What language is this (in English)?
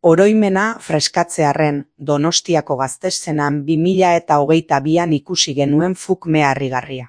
Basque